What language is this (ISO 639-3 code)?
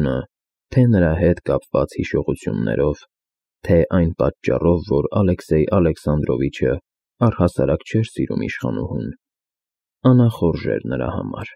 hye